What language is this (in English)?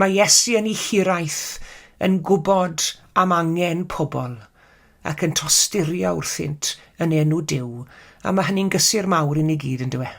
Welsh